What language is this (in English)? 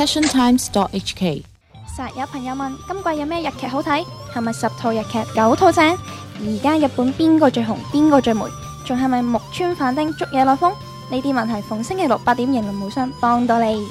Cantonese